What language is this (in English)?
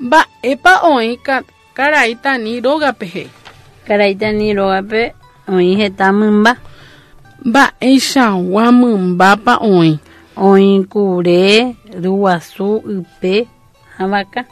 Guarani